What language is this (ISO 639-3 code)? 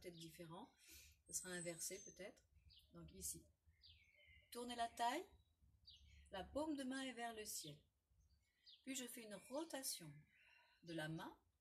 fra